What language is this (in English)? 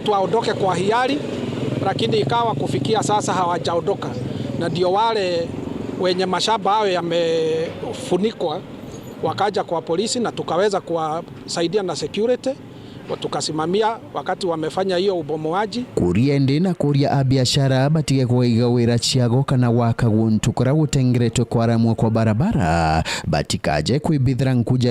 Meru